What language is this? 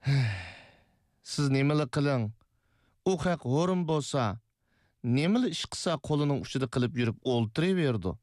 Uyghur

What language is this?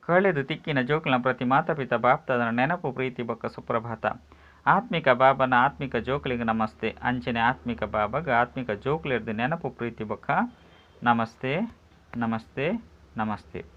Tulu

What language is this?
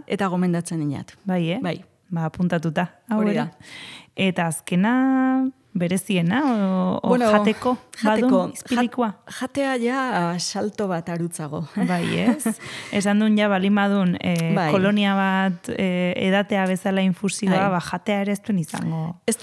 Basque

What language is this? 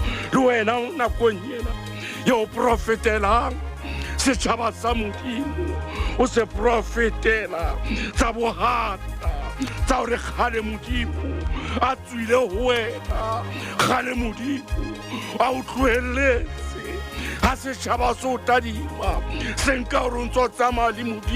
Southern Sotho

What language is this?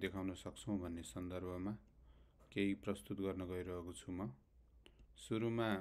Nepali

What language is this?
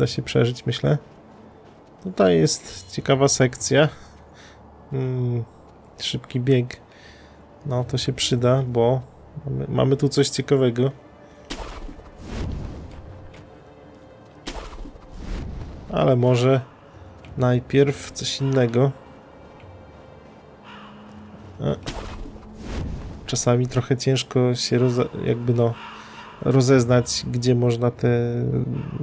Polish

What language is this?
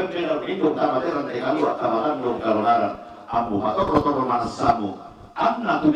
Toraja-Sa'dan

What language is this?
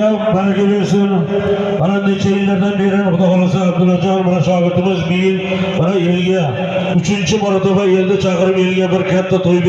Uzbek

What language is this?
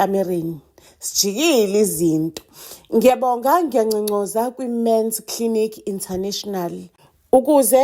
Zulu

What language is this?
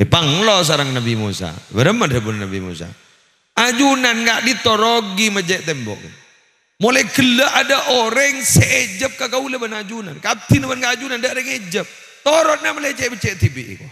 Madurese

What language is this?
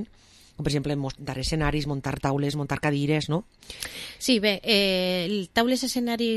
Catalan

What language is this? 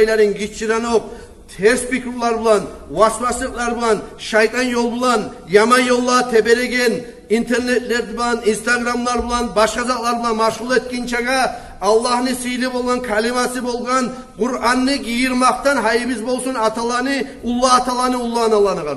Kumyk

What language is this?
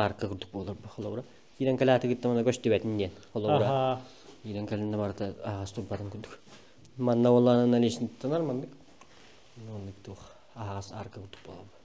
Yakut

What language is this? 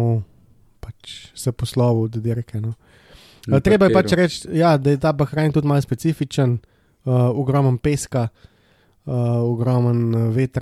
Slovenian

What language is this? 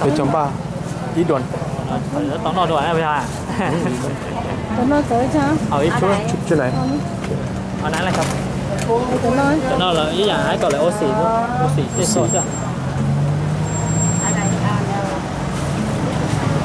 Thai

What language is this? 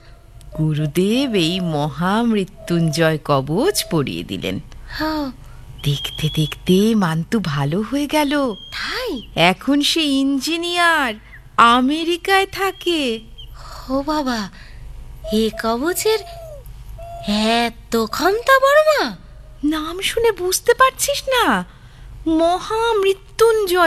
Bangla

